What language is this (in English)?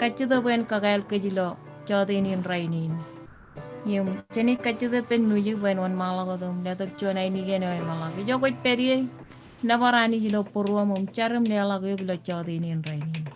Marshallese